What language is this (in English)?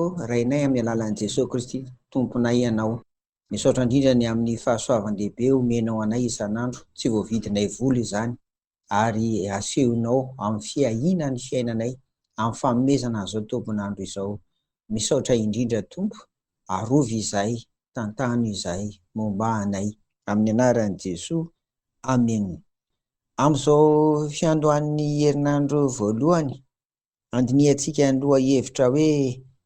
Malagasy